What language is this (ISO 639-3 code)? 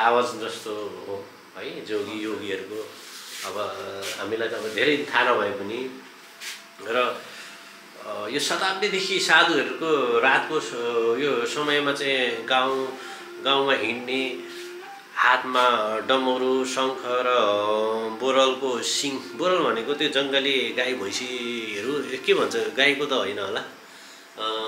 nep